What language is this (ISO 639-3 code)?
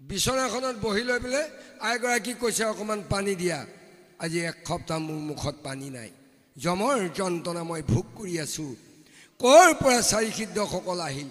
asm